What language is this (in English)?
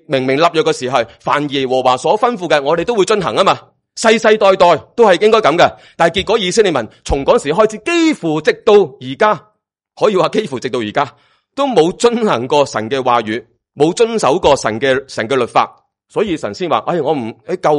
Cantonese